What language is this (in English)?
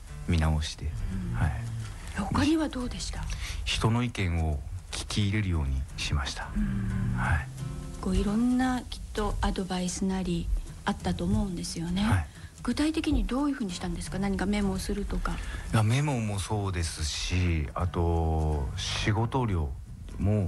Japanese